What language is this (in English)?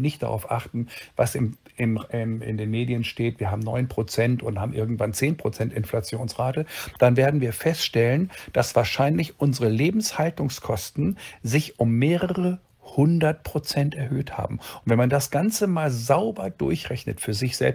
German